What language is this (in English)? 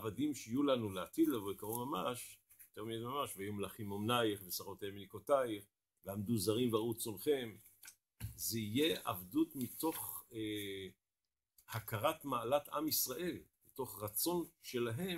Hebrew